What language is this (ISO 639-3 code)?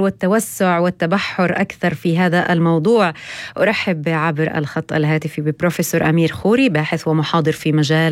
apc